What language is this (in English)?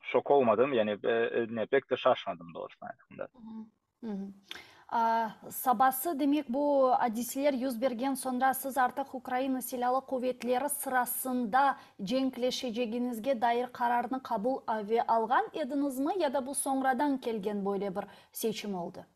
Crimean Tatar